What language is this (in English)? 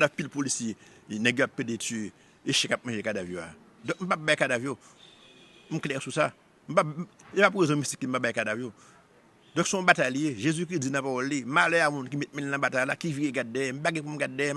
Haitian Creole